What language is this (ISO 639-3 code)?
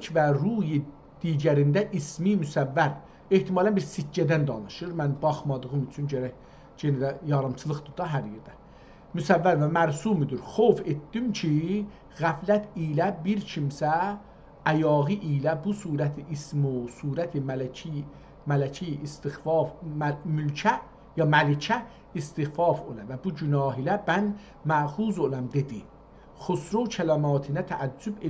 azb